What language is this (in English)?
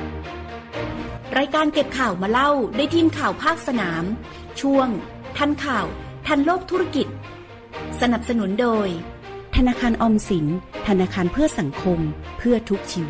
Thai